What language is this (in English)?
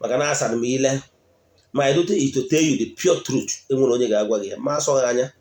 Igbo